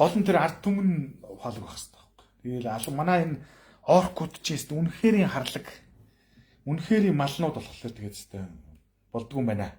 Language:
Mongolian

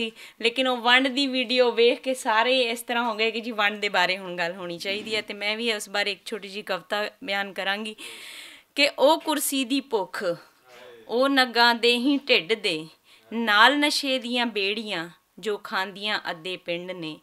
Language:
Western Panjabi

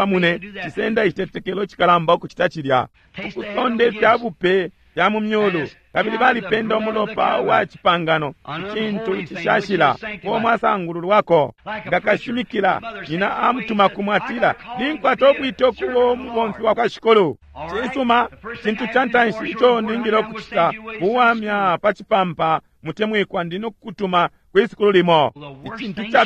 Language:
Bemba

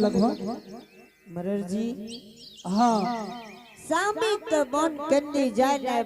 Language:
Angika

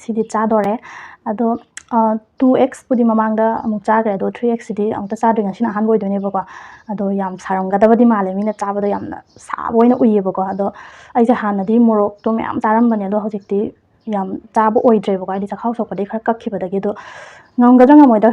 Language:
Manipuri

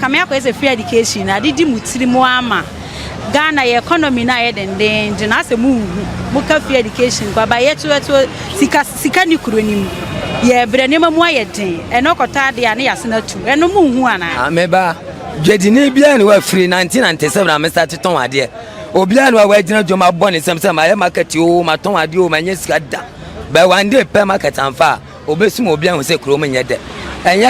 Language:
Akan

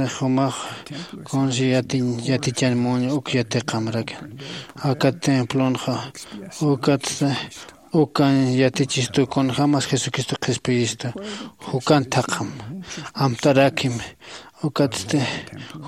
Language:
Aymara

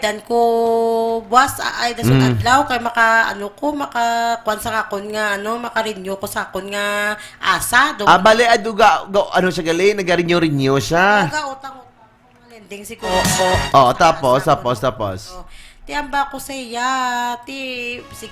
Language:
Hiligaynon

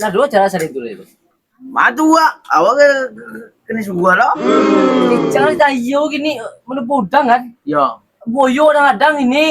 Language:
Minangkabau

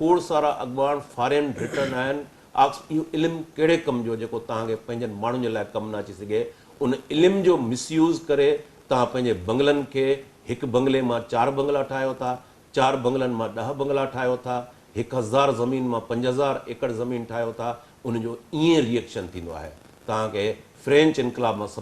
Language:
Sindhi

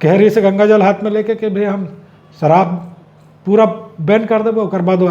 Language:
Chhattisgarhi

